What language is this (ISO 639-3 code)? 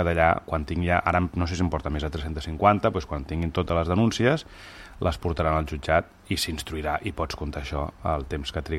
cat